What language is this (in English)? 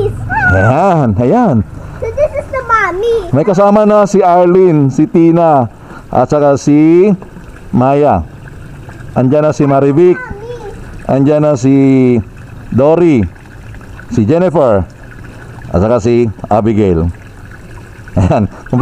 Filipino